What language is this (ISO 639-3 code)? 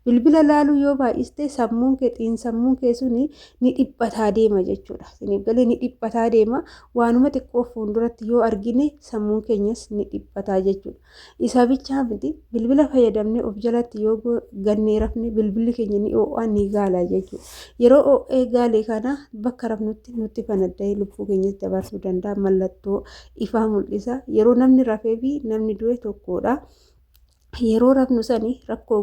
orm